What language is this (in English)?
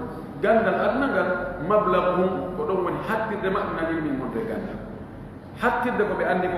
Fula